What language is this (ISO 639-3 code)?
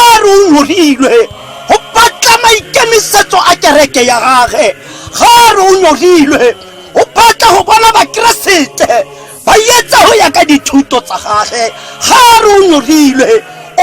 tsn